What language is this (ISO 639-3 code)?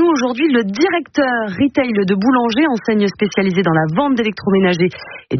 fra